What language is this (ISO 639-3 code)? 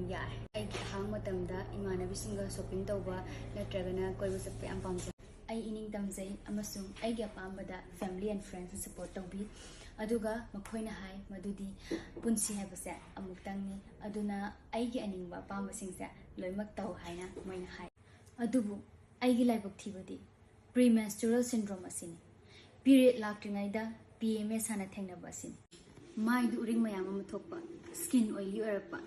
mni